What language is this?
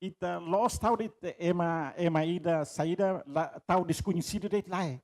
Tetum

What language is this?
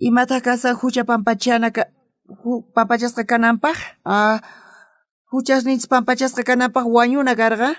South Bolivian Quechua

